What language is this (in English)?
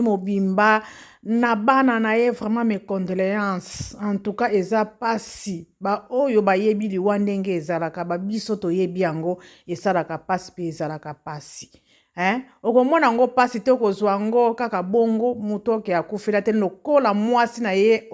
Lingala